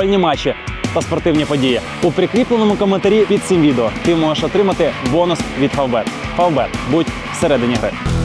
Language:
Ukrainian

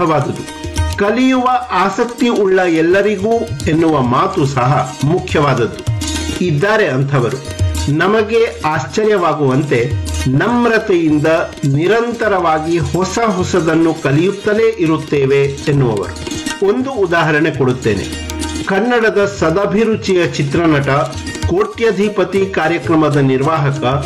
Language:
Kannada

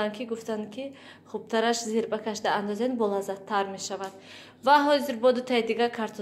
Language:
Tajik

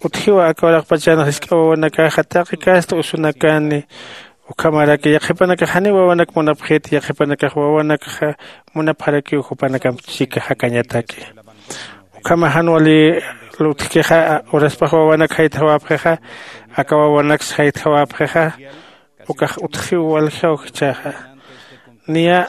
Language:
Aymara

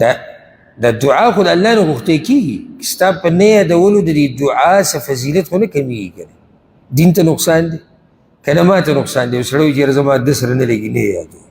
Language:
Pashto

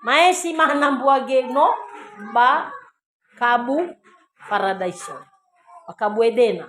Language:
Nias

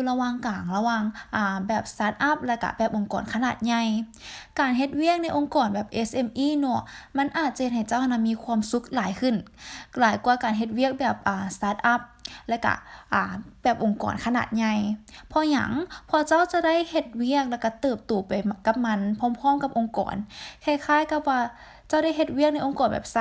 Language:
Lao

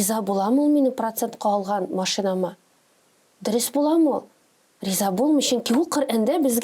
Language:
Tatar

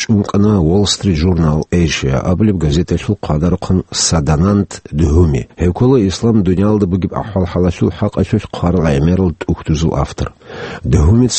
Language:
Avaric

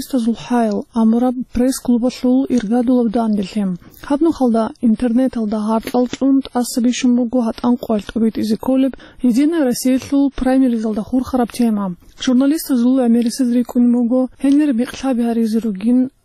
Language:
Avaric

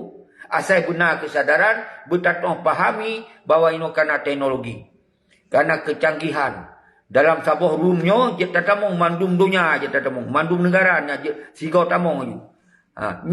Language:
Achinese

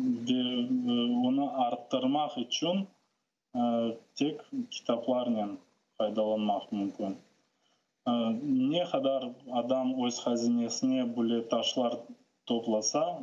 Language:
Crimean Tatar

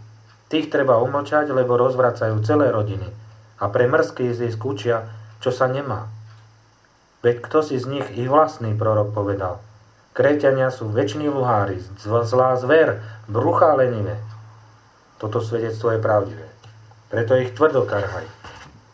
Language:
Slovak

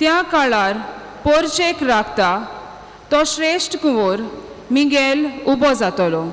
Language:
Konkani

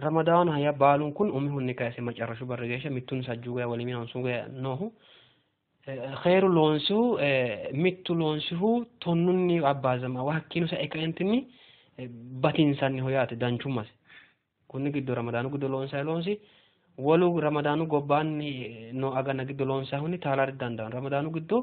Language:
Sidamo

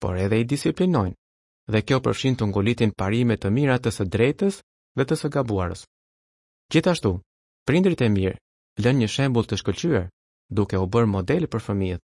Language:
Albanian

